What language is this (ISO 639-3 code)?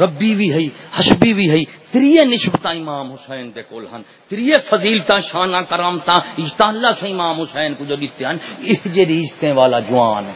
skr